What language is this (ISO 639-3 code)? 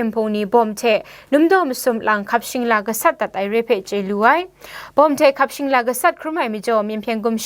kac